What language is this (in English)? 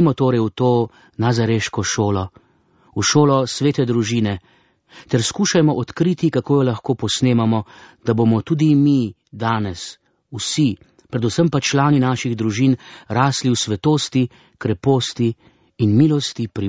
Slovenian